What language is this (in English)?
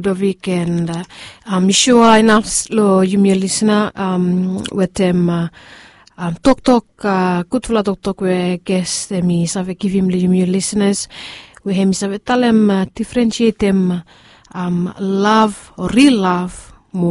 Bislama